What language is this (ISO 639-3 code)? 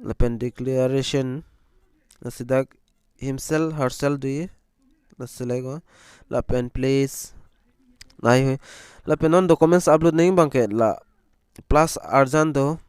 mjw